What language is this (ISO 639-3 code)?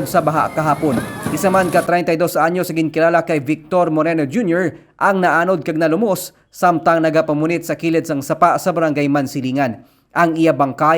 hil